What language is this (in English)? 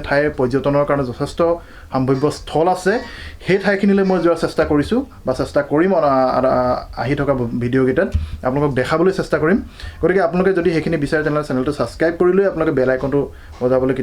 Assamese